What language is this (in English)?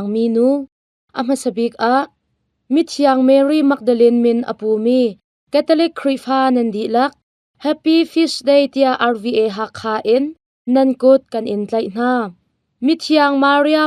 Hakha Chin